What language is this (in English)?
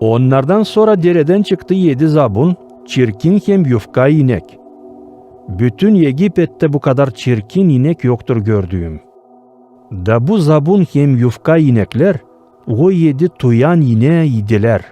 Gagauz